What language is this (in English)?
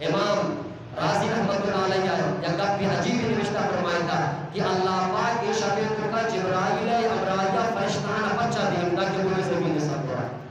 Eastern Balochi